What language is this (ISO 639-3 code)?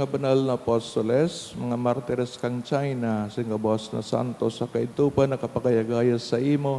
bik